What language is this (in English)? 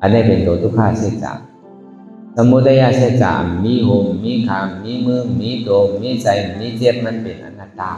Shan